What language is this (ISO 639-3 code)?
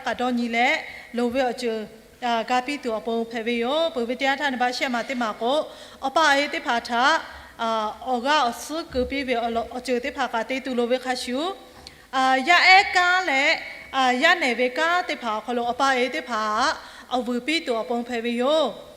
lhu